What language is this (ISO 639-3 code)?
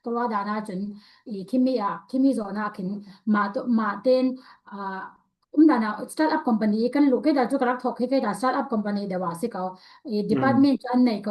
cfm